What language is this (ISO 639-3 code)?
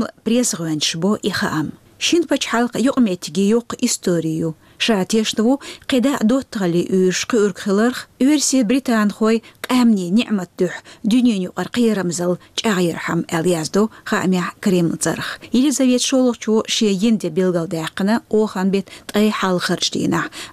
che